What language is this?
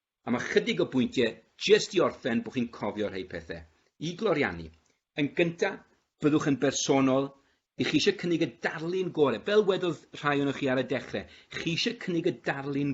Welsh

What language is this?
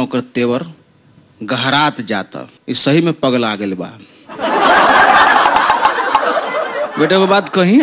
Bhojpuri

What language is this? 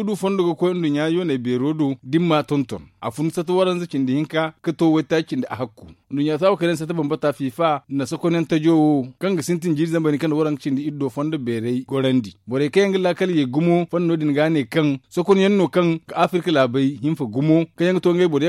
Zarma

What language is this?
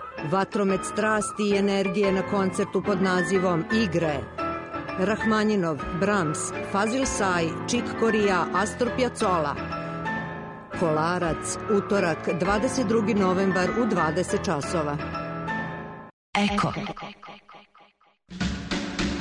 Serbian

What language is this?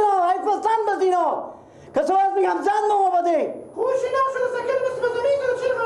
Persian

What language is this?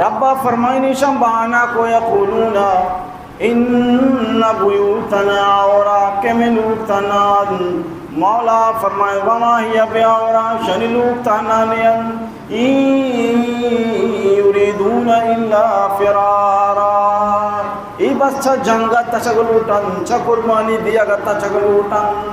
Baluchi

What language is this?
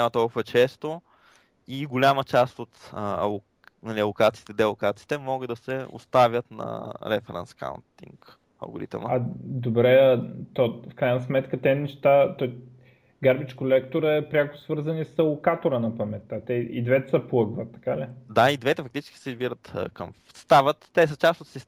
Bulgarian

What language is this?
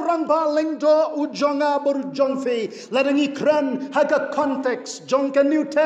Khasi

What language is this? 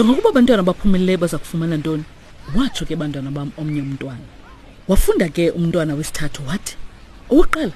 Xhosa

